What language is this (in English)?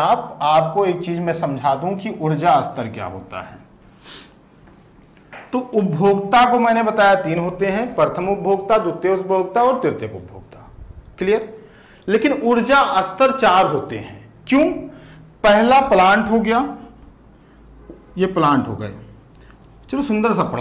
Hindi